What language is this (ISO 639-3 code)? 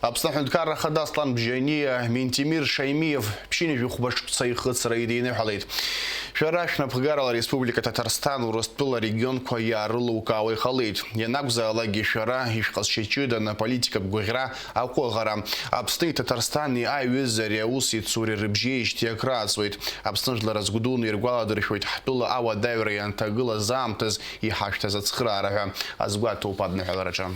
abk